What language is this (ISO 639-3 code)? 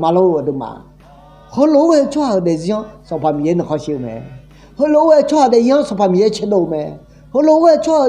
ahk